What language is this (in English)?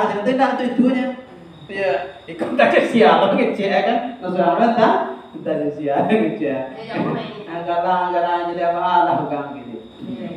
Minangkabau